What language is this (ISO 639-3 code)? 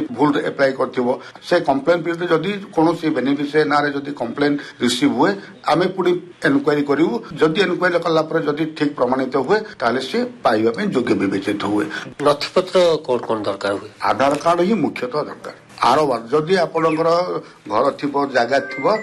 ori